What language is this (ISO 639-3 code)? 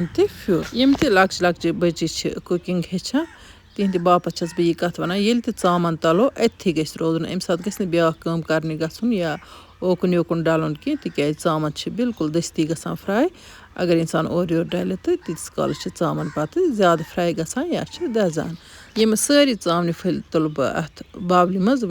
kas